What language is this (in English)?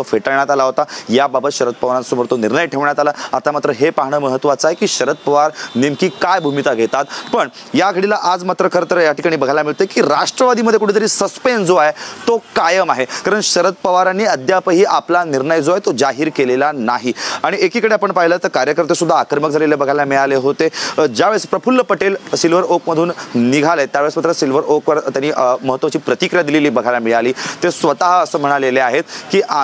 Marathi